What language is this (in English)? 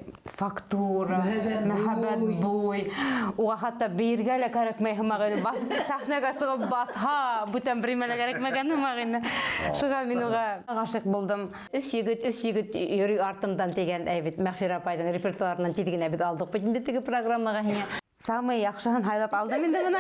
Bashkir